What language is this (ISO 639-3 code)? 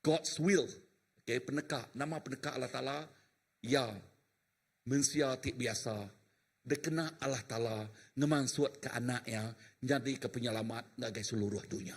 iba